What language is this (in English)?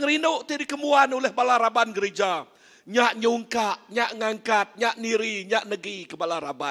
Iban